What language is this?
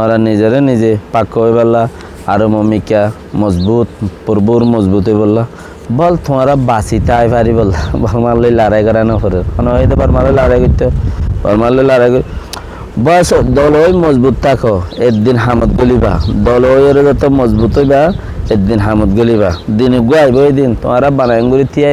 Rohingya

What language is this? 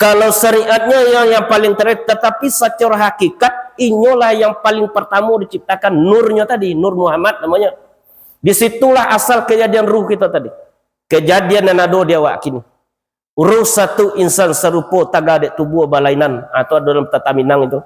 Minangkabau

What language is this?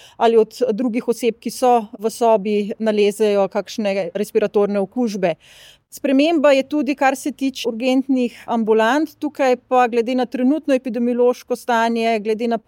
Slovenian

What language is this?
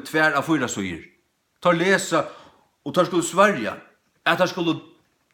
Faroese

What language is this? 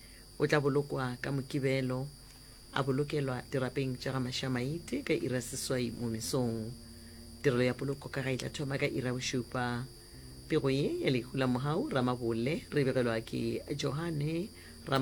Northern Sotho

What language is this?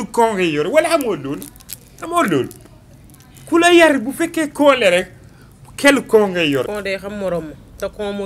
Wolof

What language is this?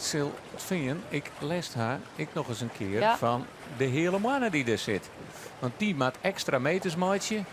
Western Frisian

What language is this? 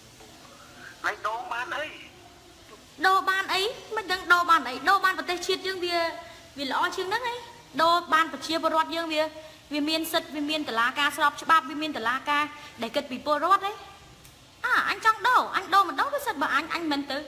Khmer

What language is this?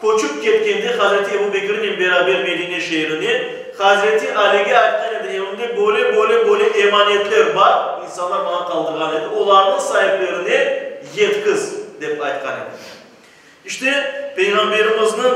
Crimean Tatar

